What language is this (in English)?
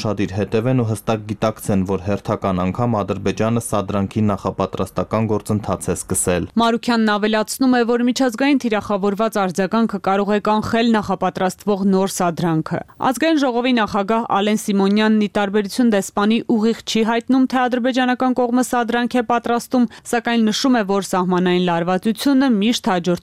Armenian